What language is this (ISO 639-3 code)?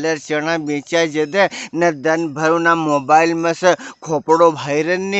raj